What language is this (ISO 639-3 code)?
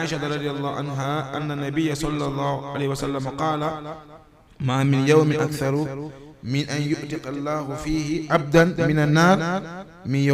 ful